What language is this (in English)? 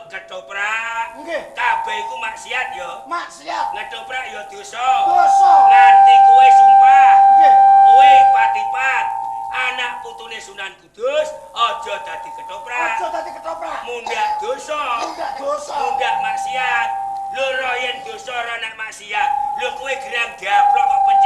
Javanese